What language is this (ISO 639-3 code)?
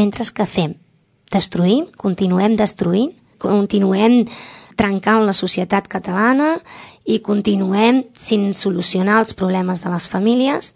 cat